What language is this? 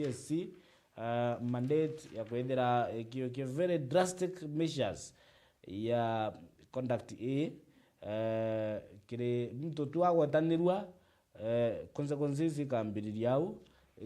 Meru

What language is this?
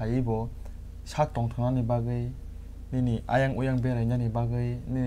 Kok Borok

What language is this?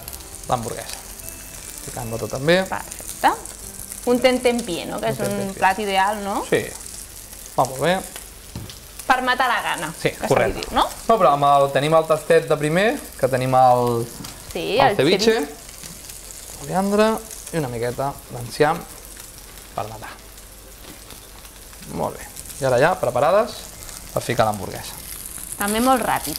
Catalan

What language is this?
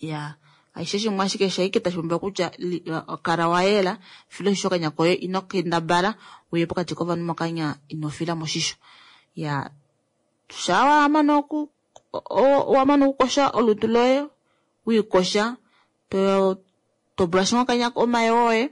Kuanyama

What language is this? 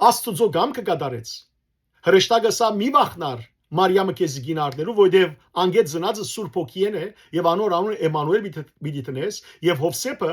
Western Armenian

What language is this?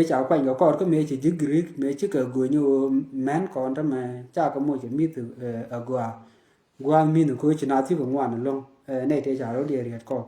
Nuer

